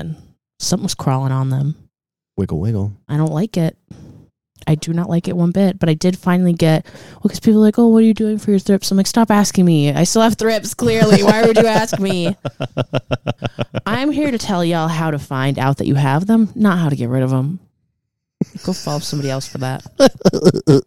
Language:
English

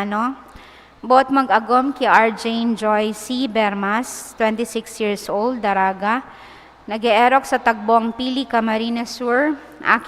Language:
Bikol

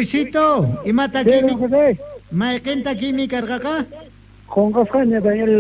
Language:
South Bolivian Quechua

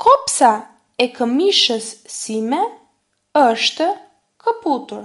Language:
Albanian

